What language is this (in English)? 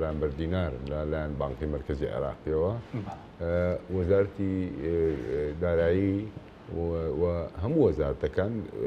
Central Kurdish